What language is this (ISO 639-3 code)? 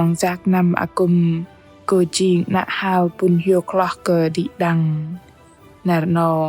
bdq